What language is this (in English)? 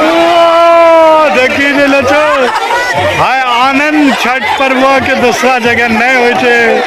Angika